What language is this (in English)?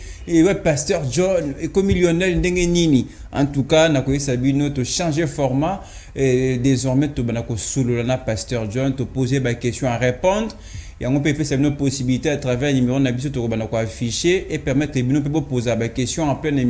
Lingala